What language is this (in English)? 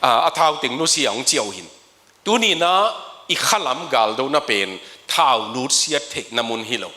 Tedim Chin